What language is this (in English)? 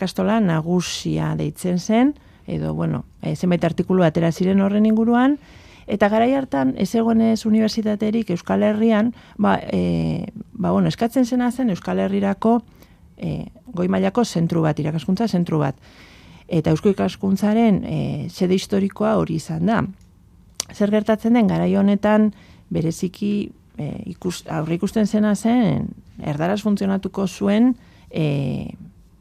Basque